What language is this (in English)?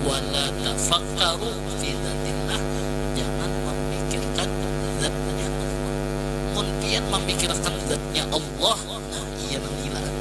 Banjar